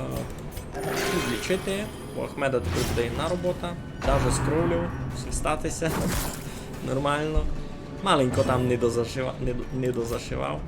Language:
Rusyn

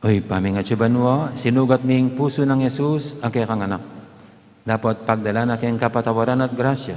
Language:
Pampanga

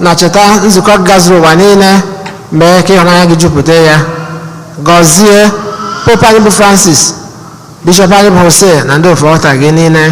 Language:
Igbo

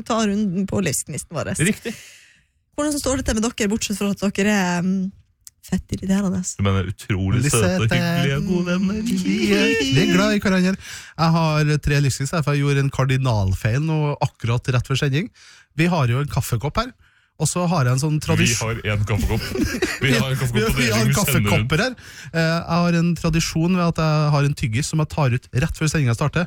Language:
Norwegian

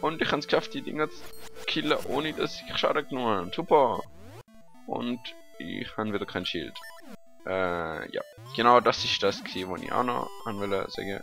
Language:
Swiss German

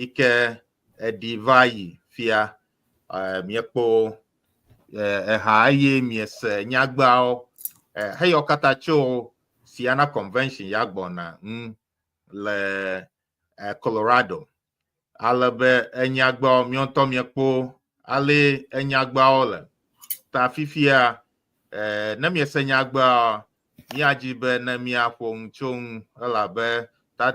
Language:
Ewe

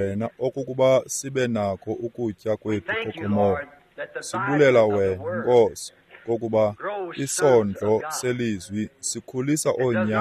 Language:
Xhosa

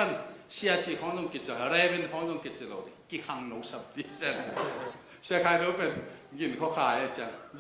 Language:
Tedim Chin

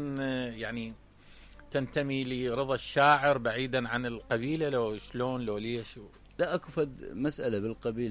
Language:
Mesopotamian Arabic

